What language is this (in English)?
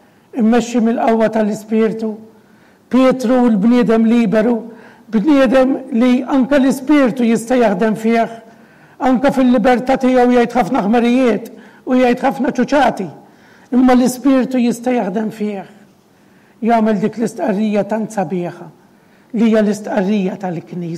Maltese